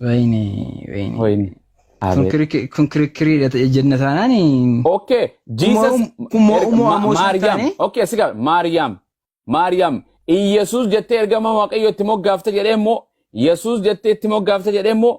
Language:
Oromo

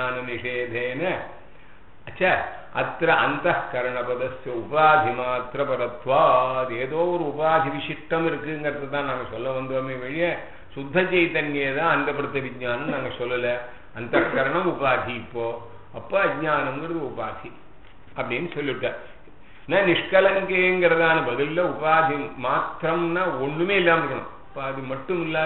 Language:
Tamil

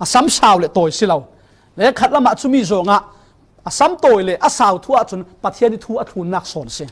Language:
Falam Chin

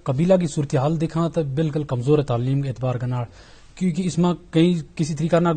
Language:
Gujari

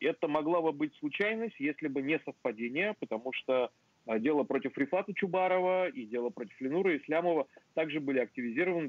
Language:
Crimean Tatar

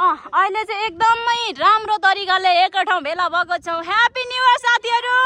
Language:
Nepali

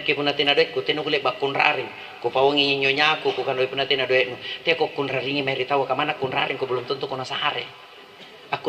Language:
Makasar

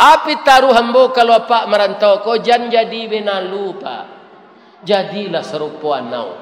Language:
Minangkabau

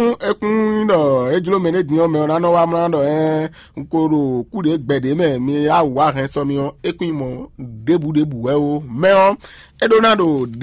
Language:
Fon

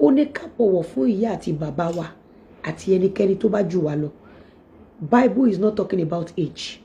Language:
Yoruba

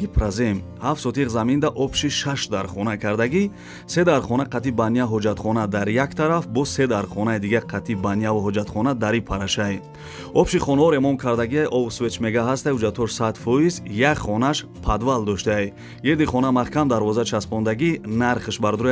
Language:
Tajik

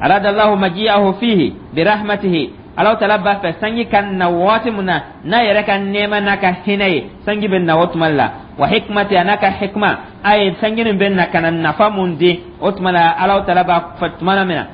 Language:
Dyula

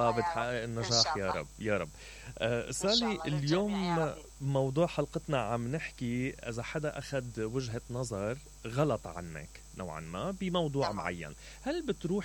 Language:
Mesopotamian Arabic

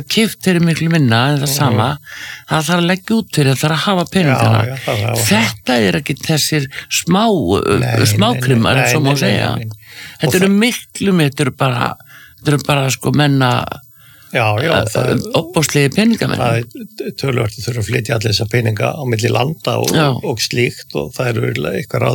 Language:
Icelandic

